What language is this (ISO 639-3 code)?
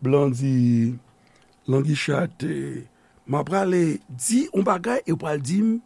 hat